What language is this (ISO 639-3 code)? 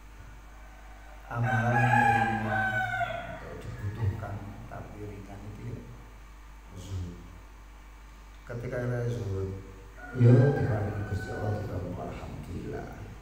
ind